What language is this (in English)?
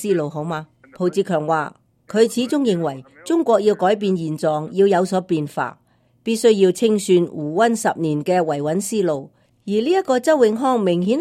Cantonese